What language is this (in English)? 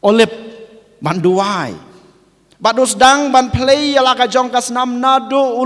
Khasi